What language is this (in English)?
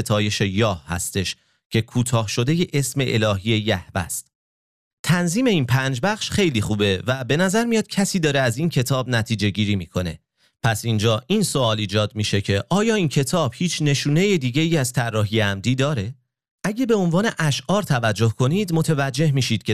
Persian